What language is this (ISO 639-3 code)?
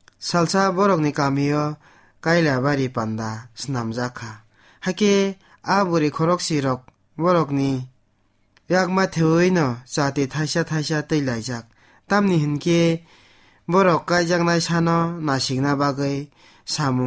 trp